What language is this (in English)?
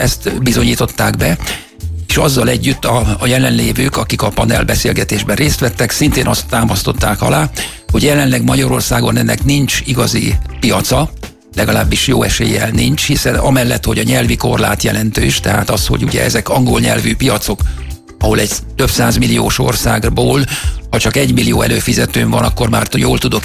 Hungarian